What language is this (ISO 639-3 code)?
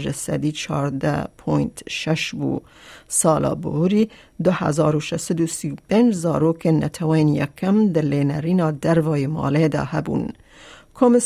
kur